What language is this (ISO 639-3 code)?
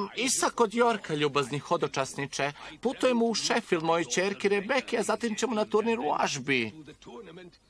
srp